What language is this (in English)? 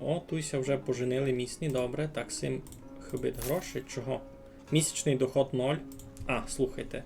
Rusyn